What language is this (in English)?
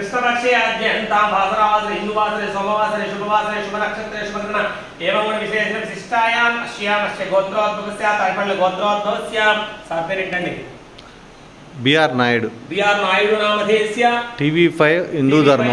Telugu